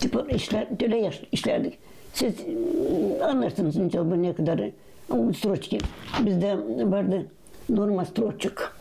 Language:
Gagauz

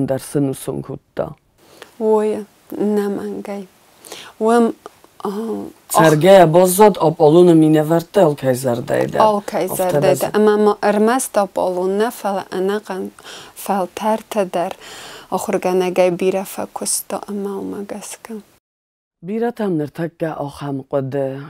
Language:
Ossetic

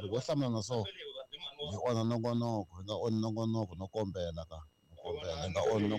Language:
Tsonga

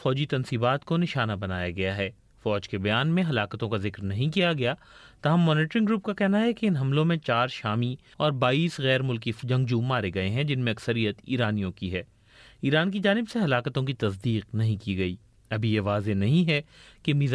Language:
Urdu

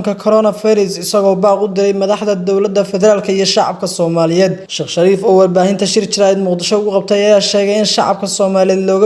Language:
Somali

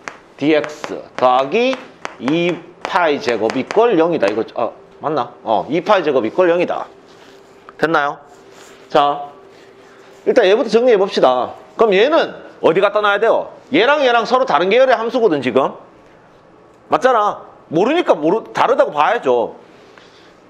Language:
Korean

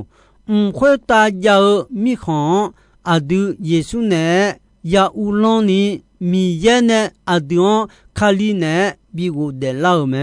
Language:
Akha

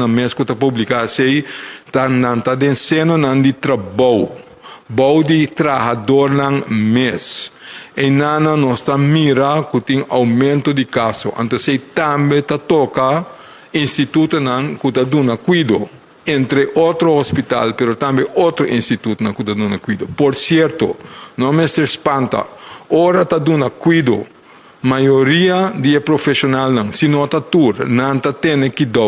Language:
Papiamento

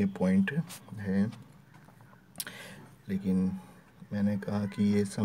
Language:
Hindi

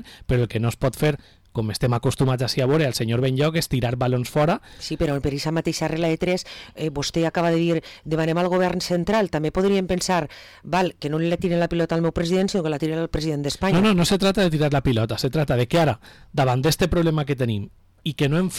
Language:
Catalan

